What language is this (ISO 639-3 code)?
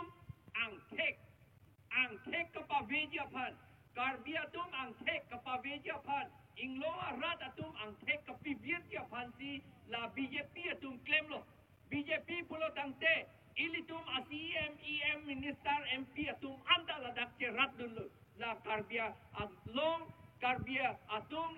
mjw